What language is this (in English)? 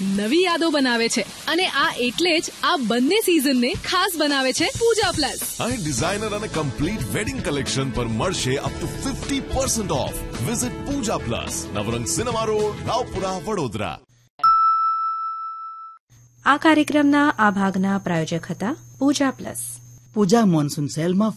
Gujarati